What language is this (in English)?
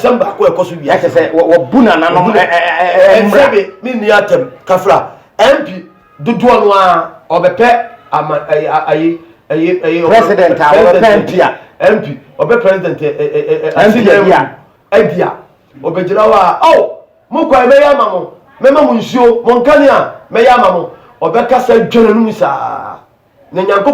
Akan